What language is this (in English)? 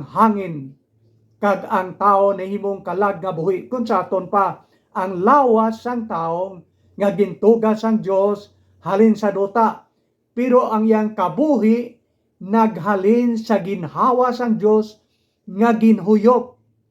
Hiligaynon